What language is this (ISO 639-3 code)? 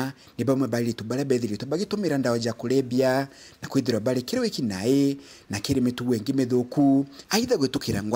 mer